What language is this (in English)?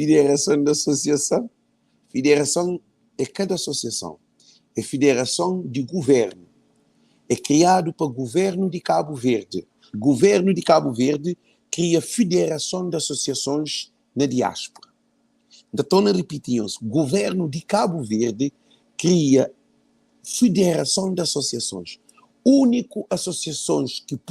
Kabuverdianu